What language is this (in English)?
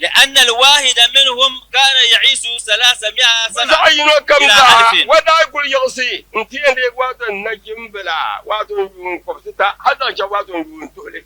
Dagbani